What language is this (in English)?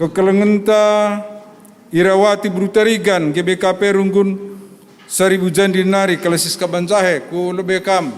Batak Karo